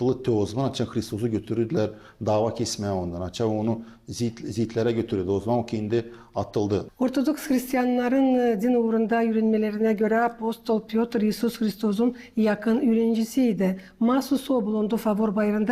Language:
Gagauz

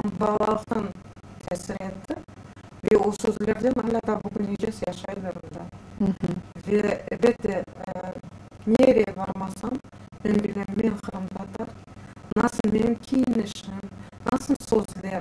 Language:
Crimean Tatar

